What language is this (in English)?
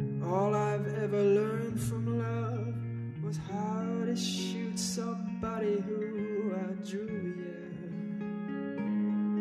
English